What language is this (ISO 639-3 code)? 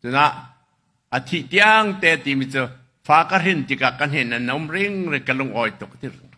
cnh